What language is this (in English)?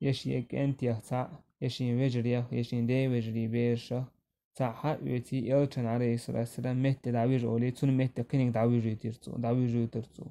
Chechen